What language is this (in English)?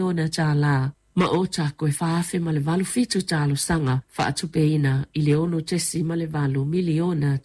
Samoan